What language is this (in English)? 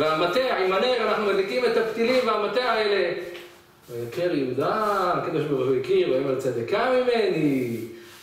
Hebrew